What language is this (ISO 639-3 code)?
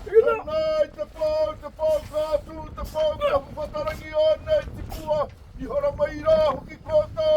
mri